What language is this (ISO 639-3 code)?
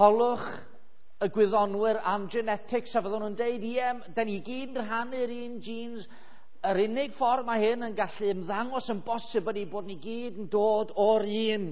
cym